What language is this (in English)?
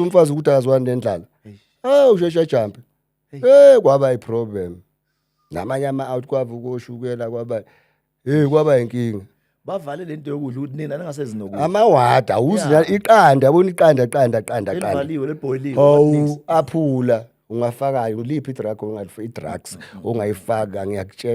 Zulu